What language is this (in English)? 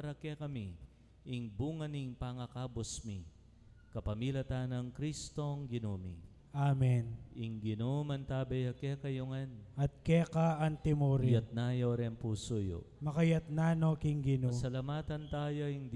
Pampanga